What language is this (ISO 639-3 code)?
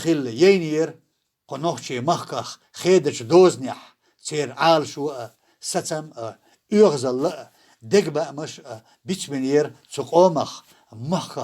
che